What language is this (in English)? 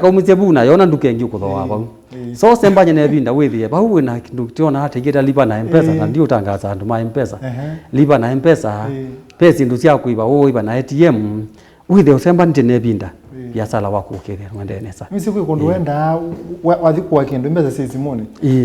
Kamba